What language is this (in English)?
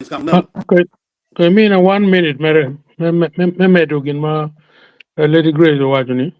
Acoli